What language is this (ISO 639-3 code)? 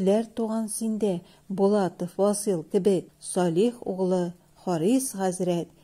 tat